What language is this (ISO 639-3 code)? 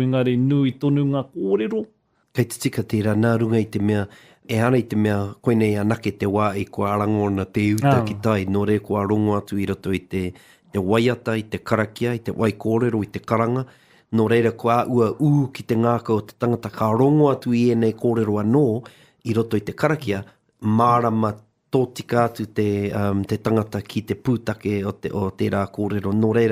mri